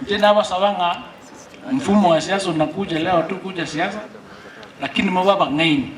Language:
Gusii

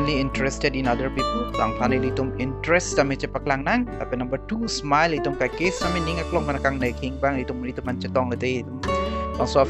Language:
Karbi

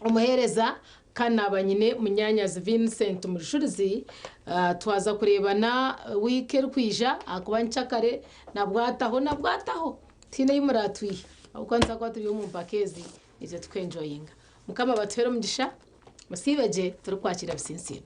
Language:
Nyankole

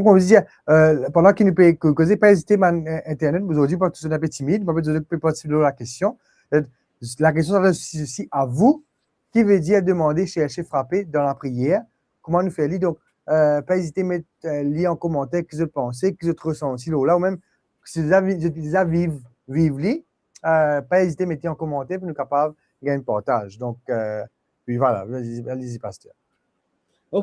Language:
Morisyen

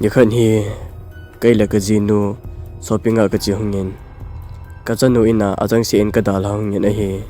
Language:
Thado Chin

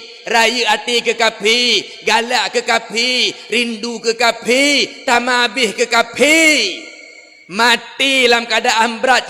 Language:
Achinese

